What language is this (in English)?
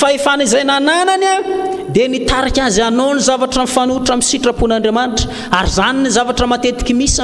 Malagasy